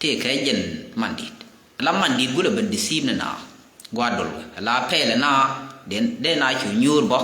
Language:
Nuer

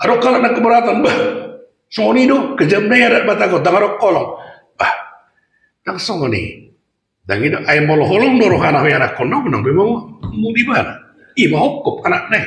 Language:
Batak Toba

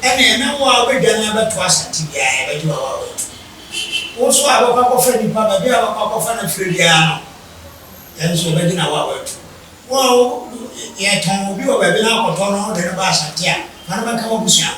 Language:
Akan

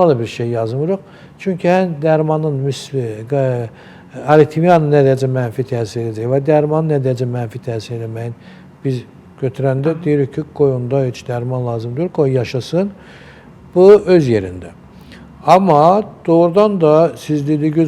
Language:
Azerbaijani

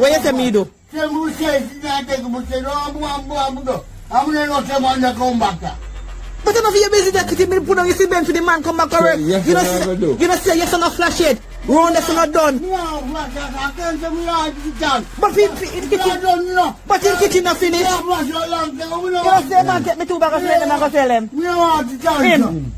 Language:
Jamaican Creole English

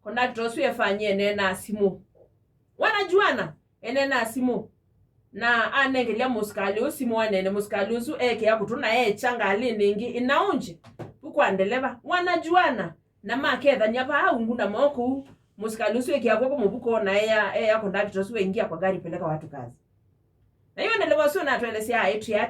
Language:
Kamba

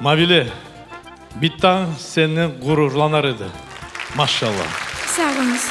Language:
Crimean Tatar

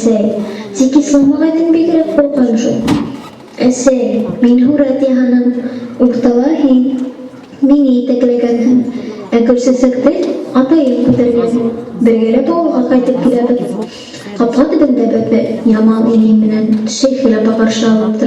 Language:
Bashkir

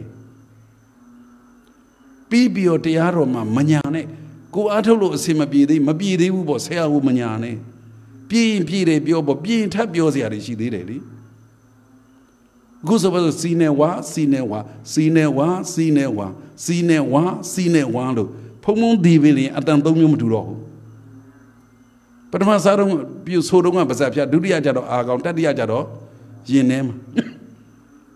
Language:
Burmese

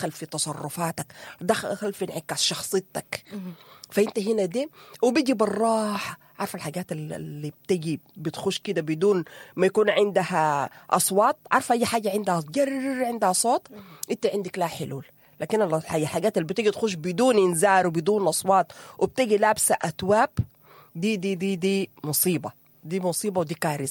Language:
Sudanese Arabic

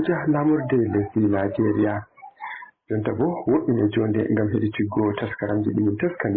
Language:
Nigerian Fulfulde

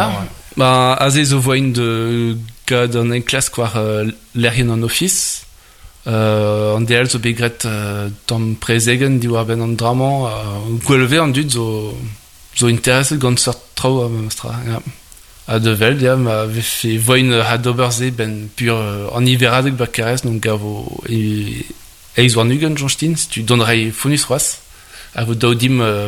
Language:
Breton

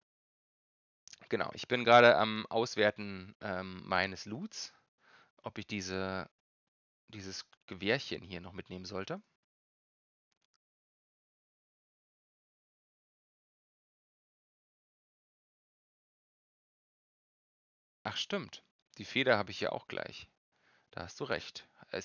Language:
German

